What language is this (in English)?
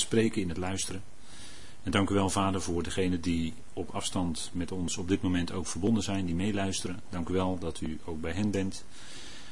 Dutch